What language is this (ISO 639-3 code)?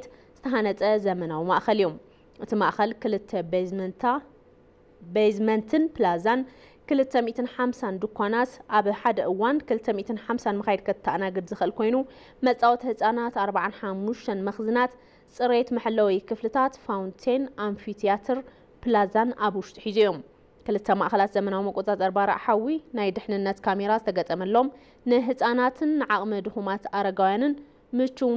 tir